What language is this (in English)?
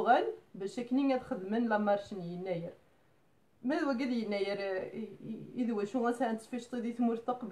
Kabyle